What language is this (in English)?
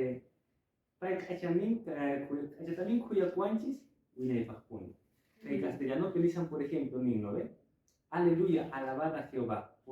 Quechua